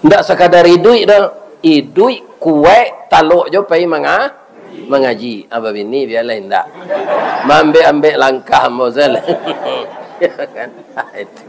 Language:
Minangkabau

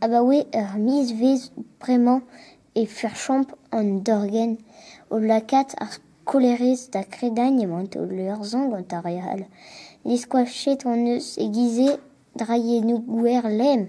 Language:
Breton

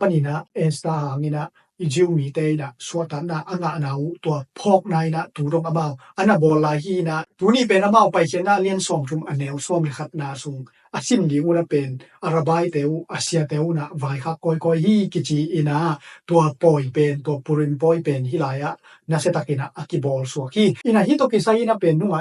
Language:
Tedim Chin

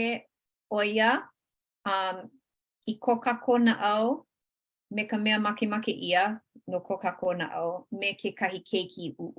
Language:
Hawaiian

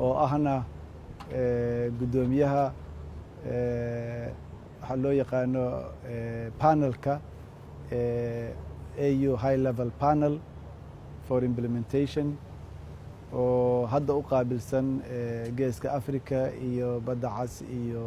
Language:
Somali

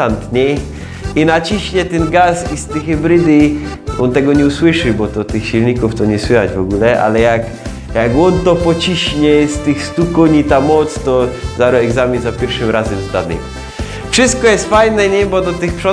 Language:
Silesian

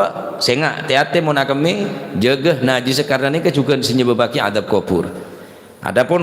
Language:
Madurese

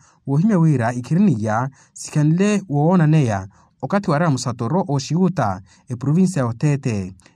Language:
Makhuwa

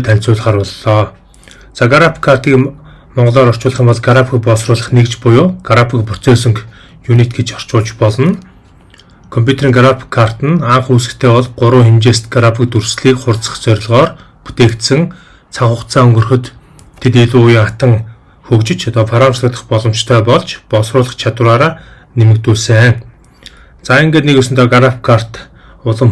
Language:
Mongolian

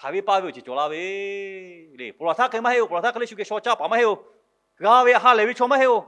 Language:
Lahu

